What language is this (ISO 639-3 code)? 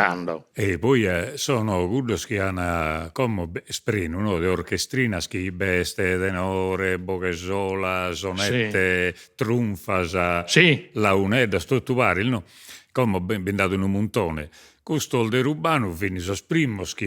srd